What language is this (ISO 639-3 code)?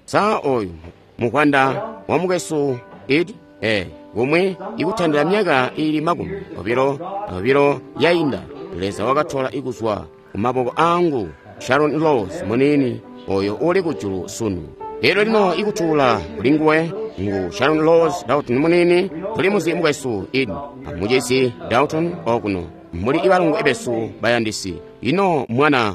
toi